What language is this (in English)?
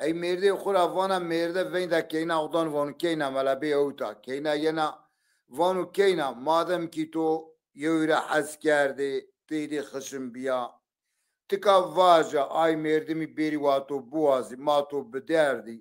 Zaza